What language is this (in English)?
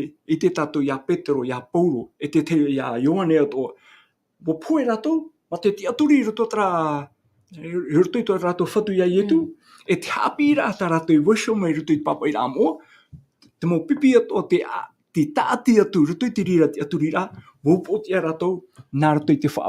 Tahitian